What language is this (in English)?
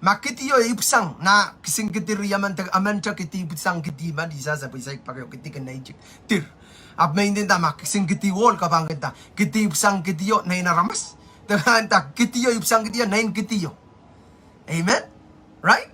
Pohnpeian